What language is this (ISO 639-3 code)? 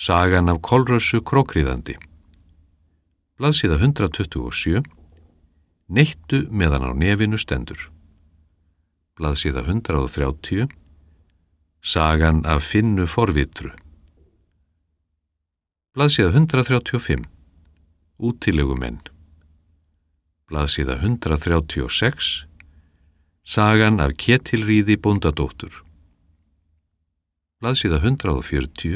isl